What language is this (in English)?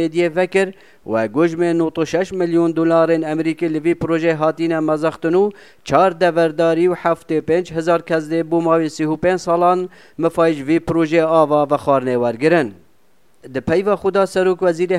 Kurdish